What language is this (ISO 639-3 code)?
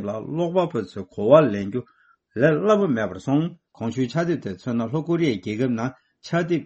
bod